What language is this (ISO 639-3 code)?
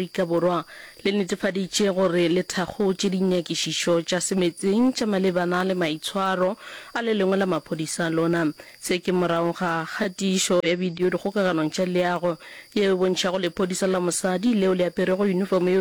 nso